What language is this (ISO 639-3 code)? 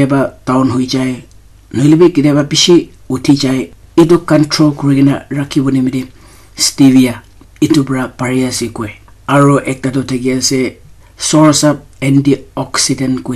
nag